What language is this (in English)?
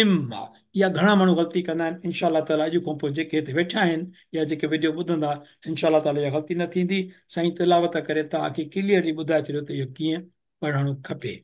Sindhi